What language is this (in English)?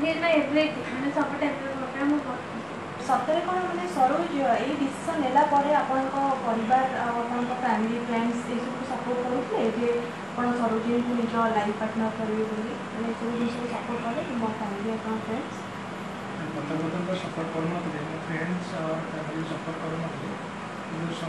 Odia